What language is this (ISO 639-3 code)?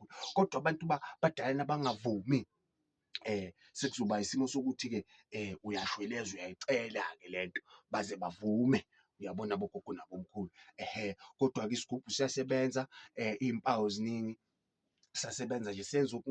zul